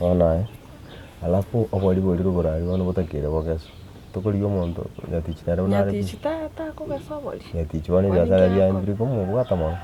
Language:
Gusii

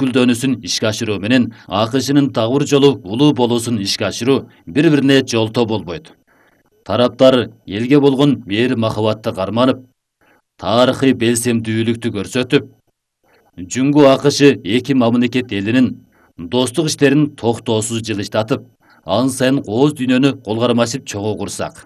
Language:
Kyrgyz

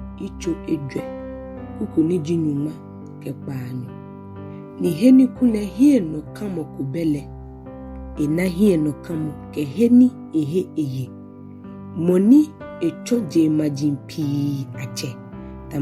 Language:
Ga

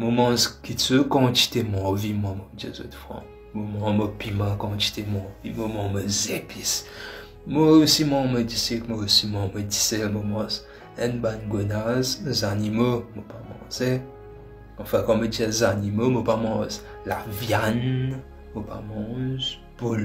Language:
Morisyen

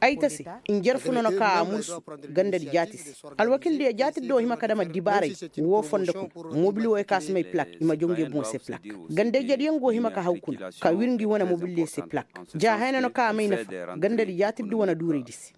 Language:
Koyraboro Senni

